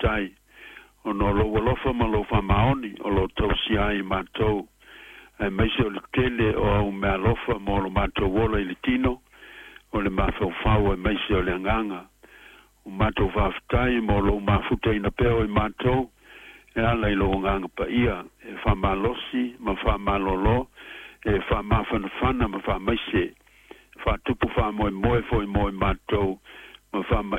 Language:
Samoan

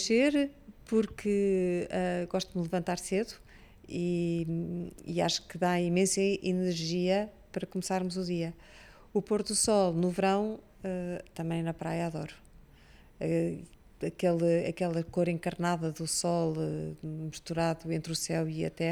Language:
Portuguese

